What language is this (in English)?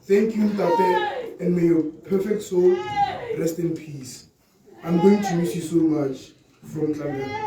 Tswana